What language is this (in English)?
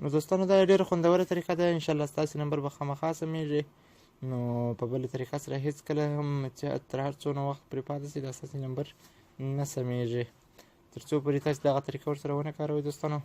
Pashto